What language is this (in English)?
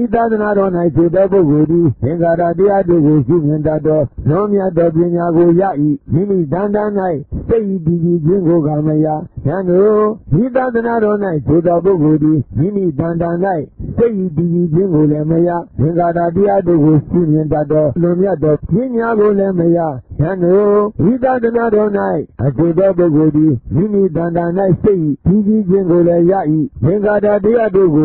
Burmese